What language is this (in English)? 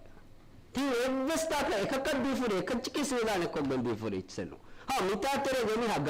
Divehi